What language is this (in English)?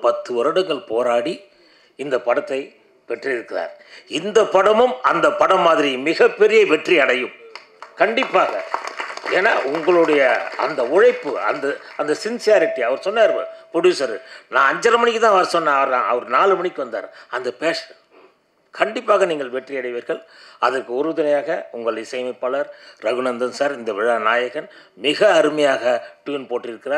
Tamil